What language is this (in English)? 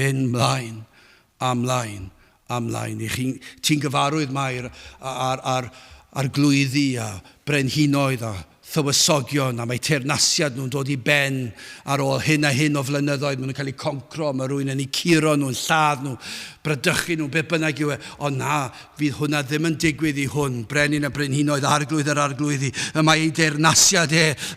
Welsh